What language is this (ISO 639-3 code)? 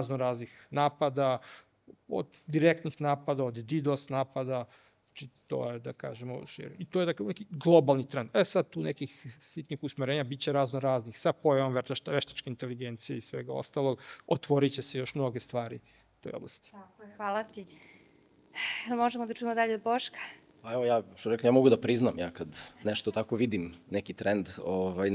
srp